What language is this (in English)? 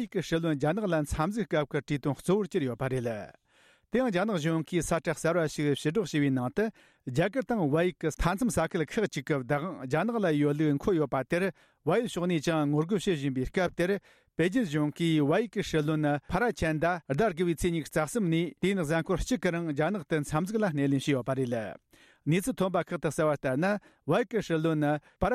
Tibetan